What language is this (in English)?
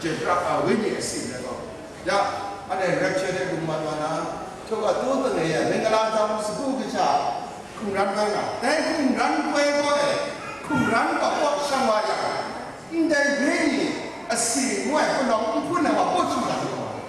Kachin